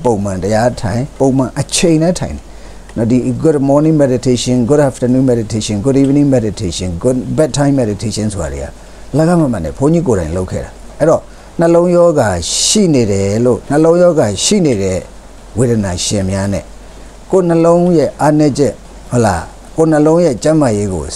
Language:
Burmese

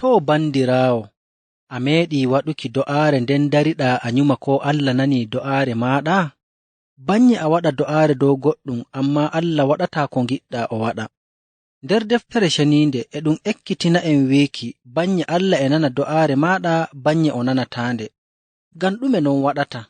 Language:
Nigerian Fulfulde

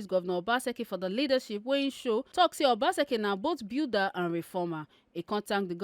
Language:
Nigerian Pidgin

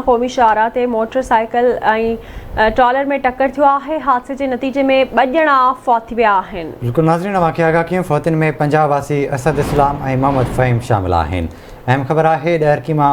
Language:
Sindhi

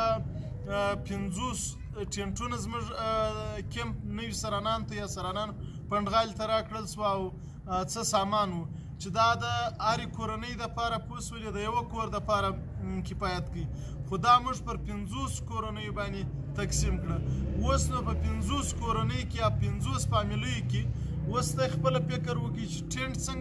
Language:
Pashto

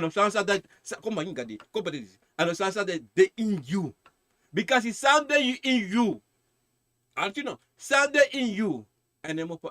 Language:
Sranan Tongo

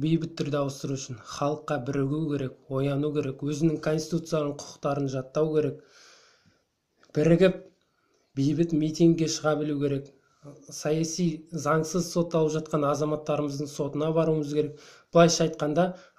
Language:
Kazakh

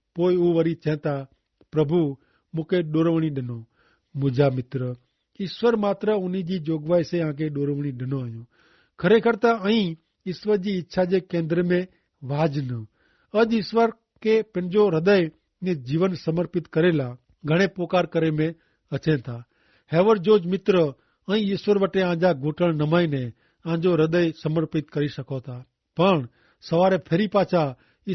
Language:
Kachhi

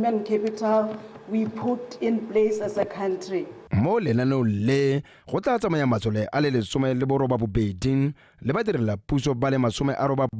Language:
Tswana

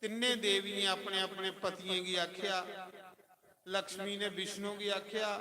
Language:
Dogri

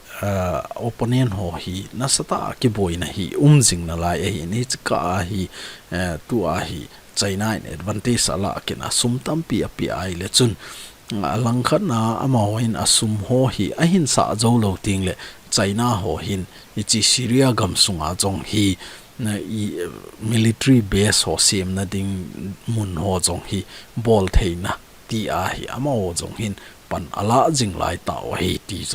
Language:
Thado Chin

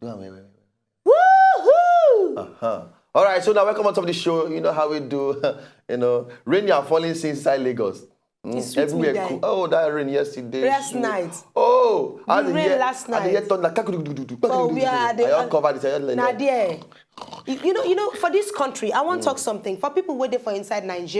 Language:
Nigerian Pidgin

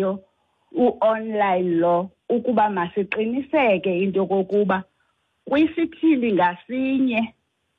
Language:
Xhosa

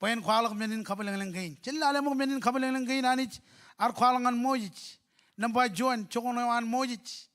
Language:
Marshallese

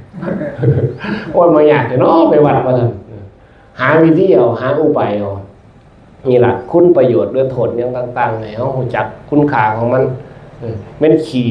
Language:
Northeastern Thai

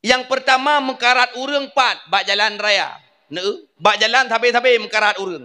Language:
Achinese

